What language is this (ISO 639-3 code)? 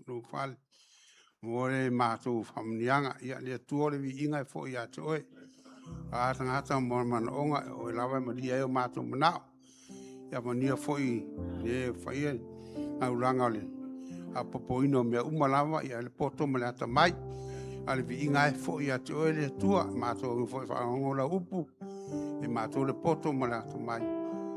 smo